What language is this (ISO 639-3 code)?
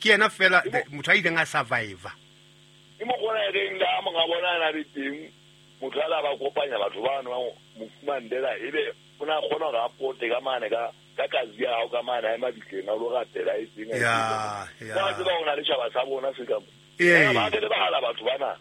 sot